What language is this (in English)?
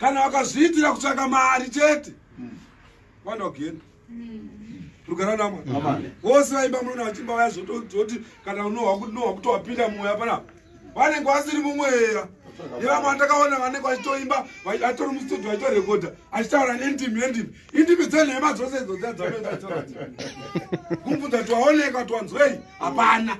Shona